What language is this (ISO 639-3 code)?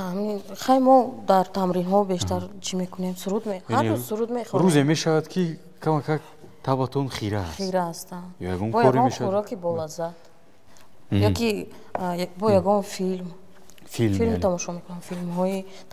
tgk